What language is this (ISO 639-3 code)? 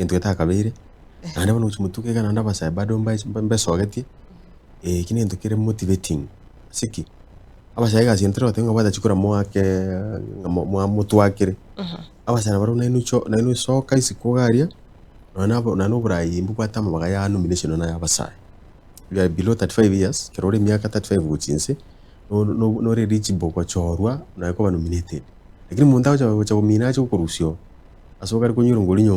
guz